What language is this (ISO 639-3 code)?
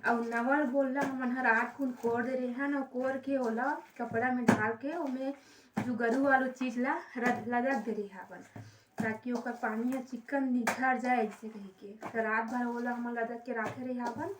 hne